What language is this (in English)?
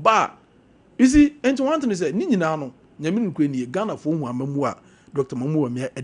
Akan